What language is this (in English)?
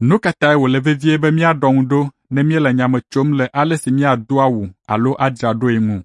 Ewe